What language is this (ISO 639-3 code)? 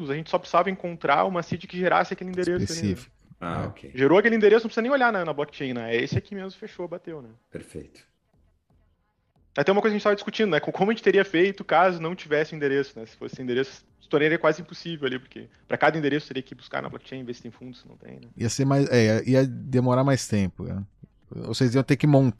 por